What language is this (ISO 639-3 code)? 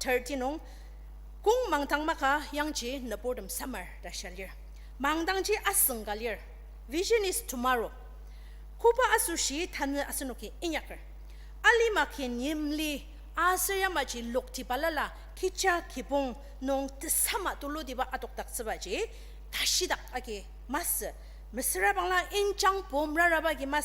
njo